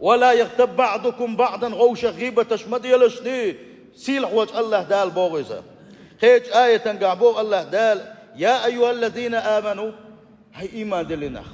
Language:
Chechen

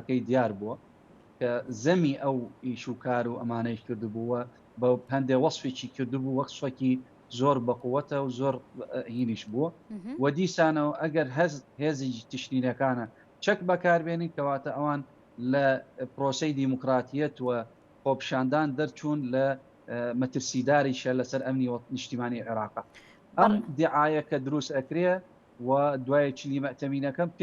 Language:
Central Kurdish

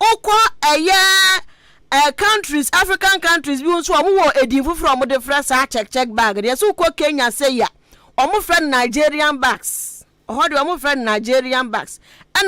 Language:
Akan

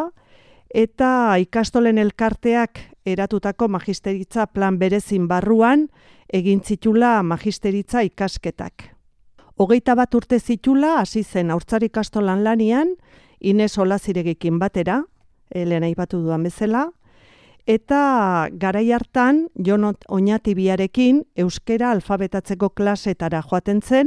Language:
Basque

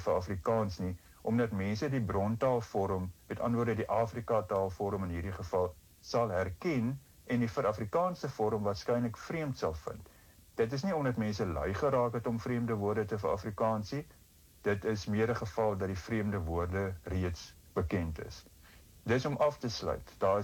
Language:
Afrikaans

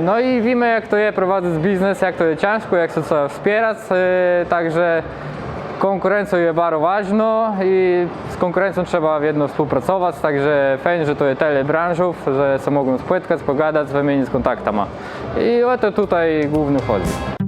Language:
Kashubian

